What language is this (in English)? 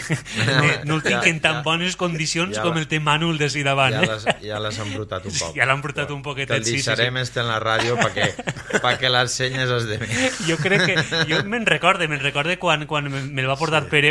Catalan